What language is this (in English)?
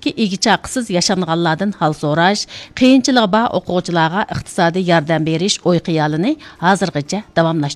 Uyghur